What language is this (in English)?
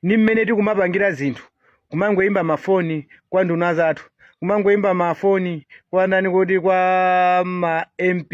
Nyanja